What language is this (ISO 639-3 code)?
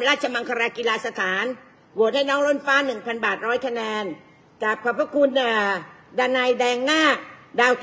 tha